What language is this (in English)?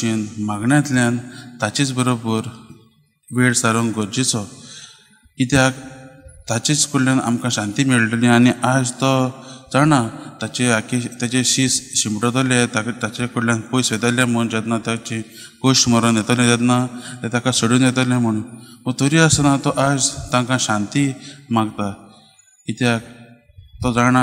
Konkani